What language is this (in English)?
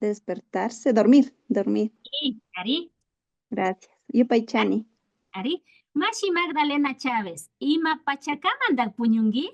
Imbabura Highland Quichua